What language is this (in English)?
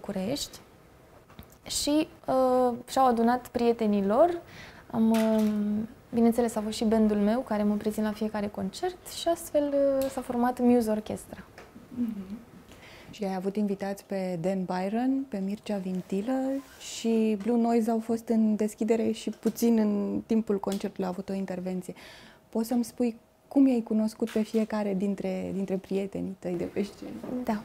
Romanian